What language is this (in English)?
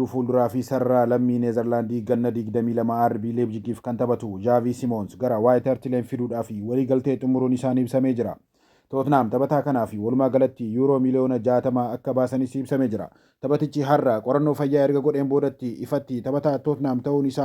Oromo